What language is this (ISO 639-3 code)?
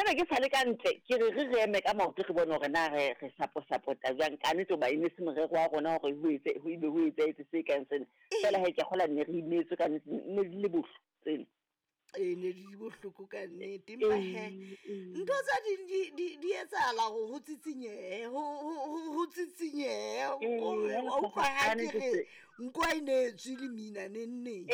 sot